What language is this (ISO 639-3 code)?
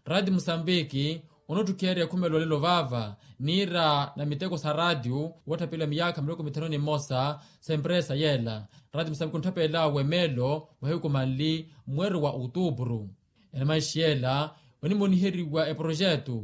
vmw